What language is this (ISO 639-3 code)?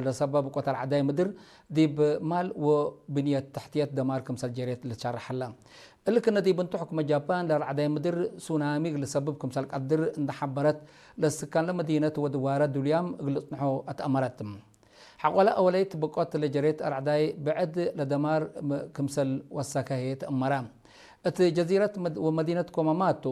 tig